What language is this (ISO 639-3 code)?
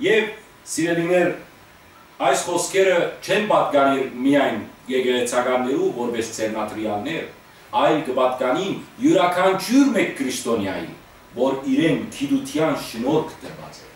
hyw